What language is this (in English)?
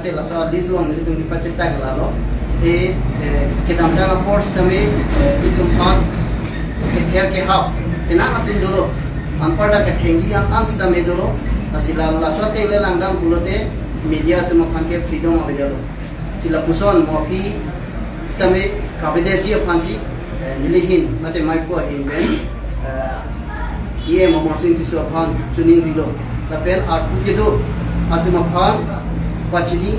Karbi